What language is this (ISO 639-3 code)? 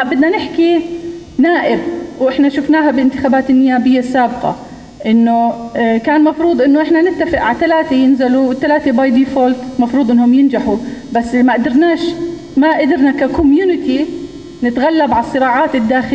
apc